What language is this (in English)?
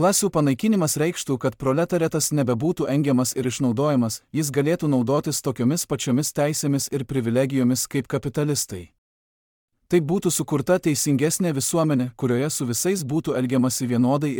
Lithuanian